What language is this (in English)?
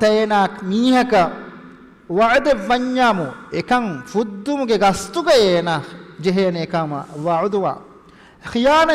Divehi